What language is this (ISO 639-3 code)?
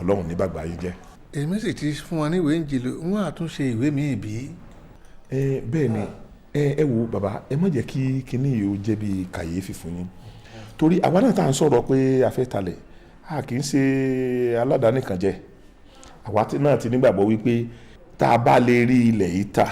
yor